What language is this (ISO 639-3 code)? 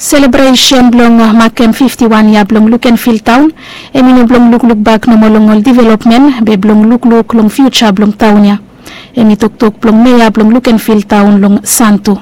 bis